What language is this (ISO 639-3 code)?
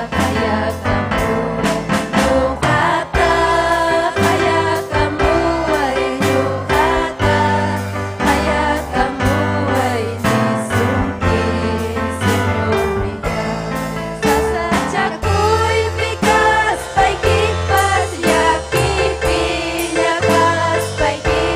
quy